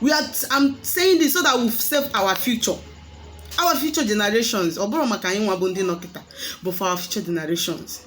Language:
Igbo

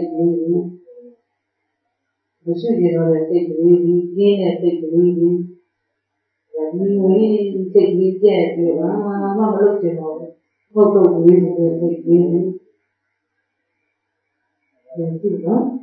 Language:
Burmese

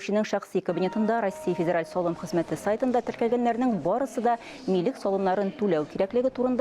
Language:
Tatar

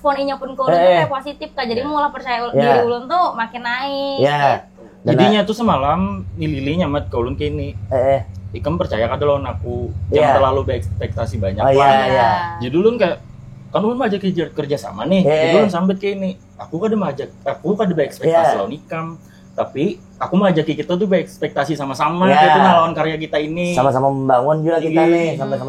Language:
Banjar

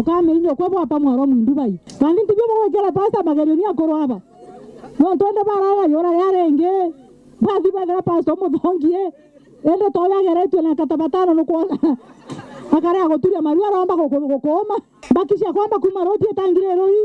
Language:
Meru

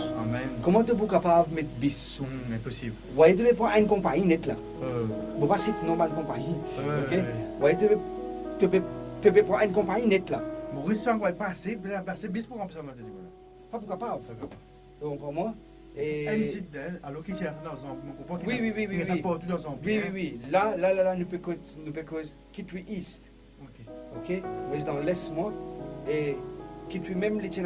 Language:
Morisyen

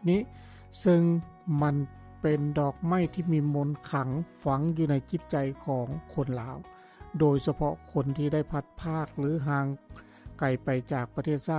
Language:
Lao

